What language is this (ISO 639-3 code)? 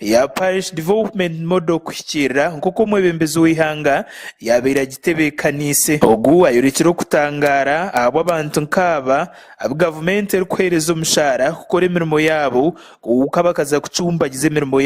nyn